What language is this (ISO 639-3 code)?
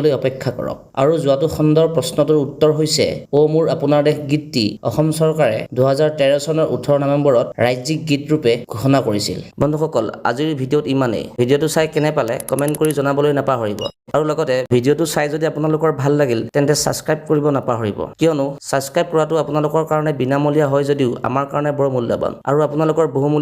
asm